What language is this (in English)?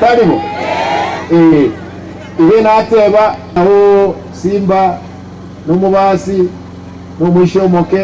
Gusii